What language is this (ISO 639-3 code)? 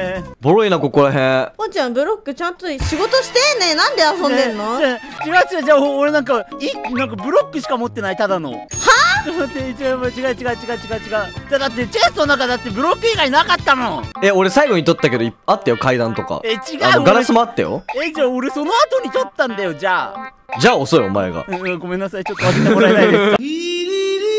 jpn